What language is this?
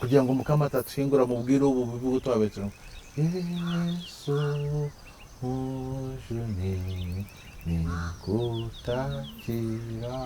Nyankole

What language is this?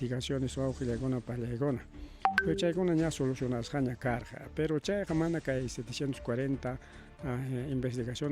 Ayacucho Quechua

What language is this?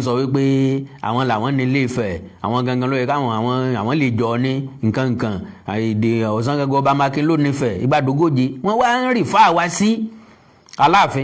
Yoruba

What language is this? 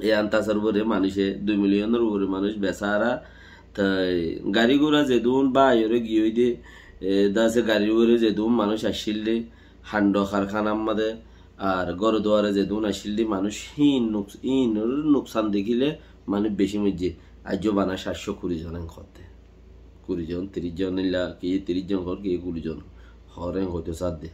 Rohingya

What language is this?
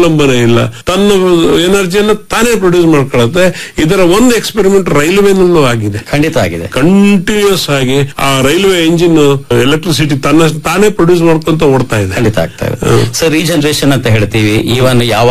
Kannada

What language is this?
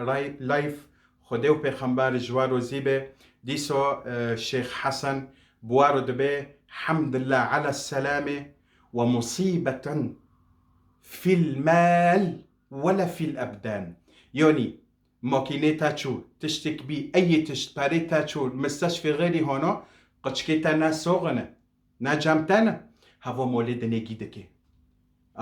Kurdish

